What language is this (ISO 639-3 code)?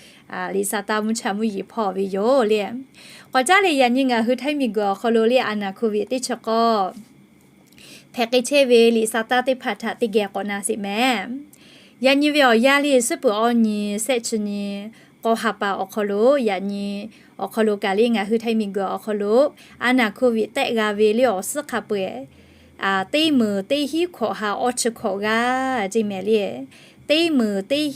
lhu